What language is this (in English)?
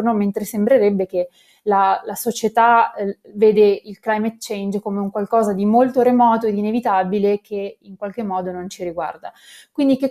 Italian